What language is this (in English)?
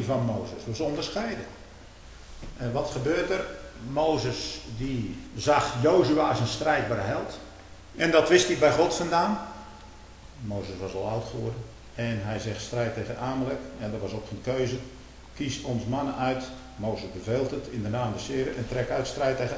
Dutch